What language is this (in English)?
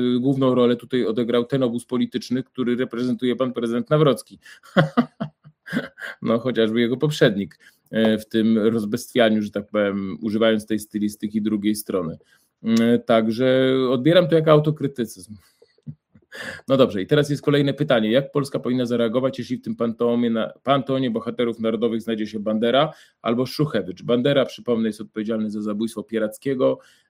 Polish